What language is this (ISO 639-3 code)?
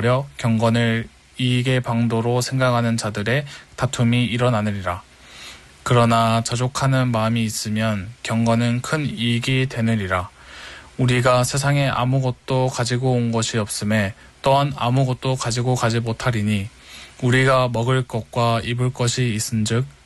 kor